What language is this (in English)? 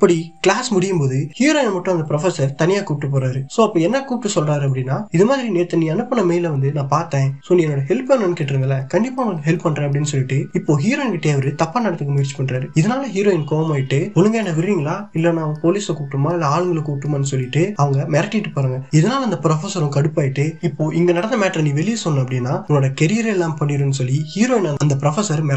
Tamil